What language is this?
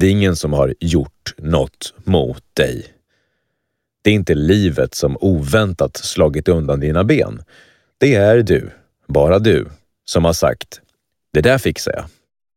Swedish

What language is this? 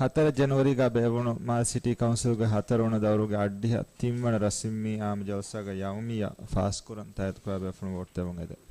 Divehi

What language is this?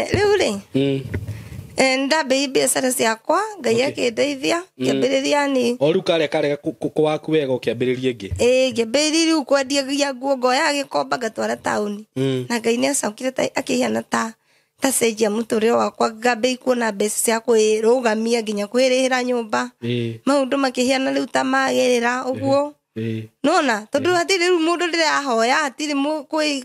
Kikuyu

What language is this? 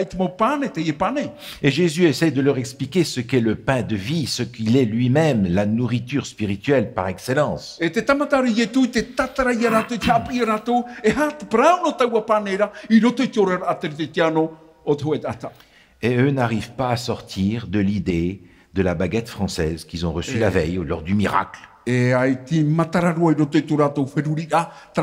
Tahitian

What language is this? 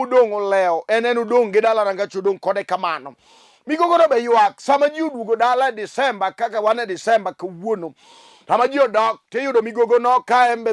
Luo (Kenya and Tanzania)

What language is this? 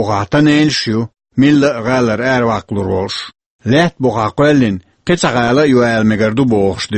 Chechen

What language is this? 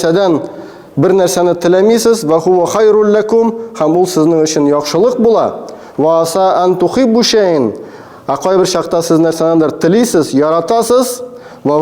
Tatar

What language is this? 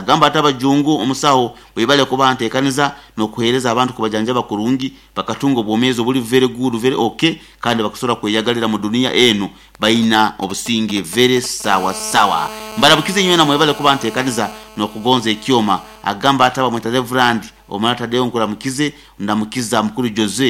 Nyoro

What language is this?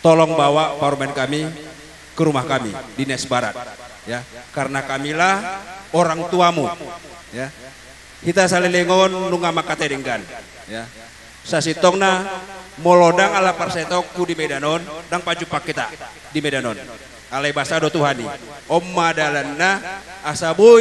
Batak Toba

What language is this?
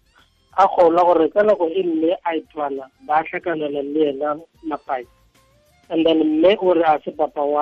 Tswana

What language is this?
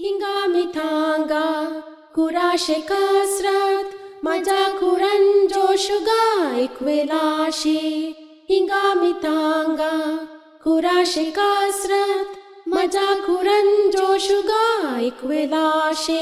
Divehi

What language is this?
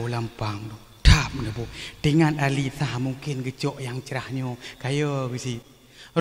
Achinese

